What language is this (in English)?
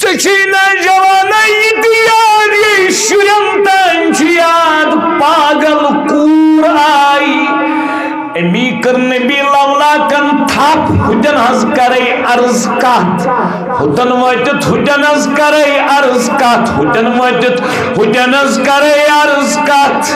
Kashmiri